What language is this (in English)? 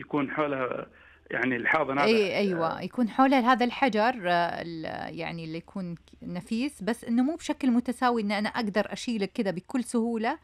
Najdi Arabic